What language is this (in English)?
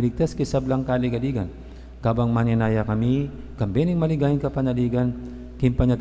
Pampanga